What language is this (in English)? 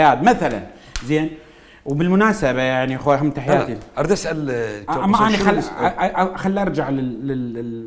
Mesopotamian Arabic